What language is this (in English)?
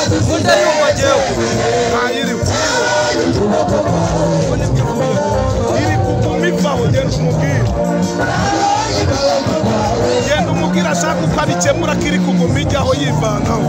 Kinyarwanda